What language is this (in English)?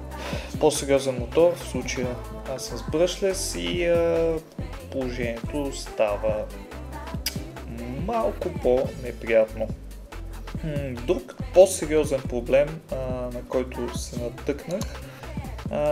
Bulgarian